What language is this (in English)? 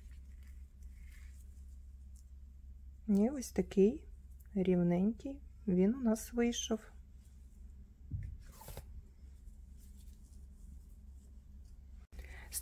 Ukrainian